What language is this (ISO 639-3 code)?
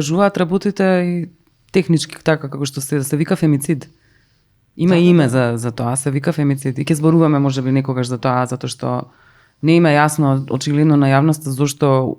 mkd